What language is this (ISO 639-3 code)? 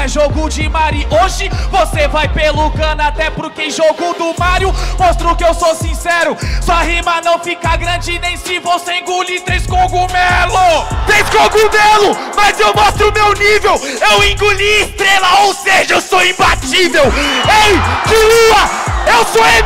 por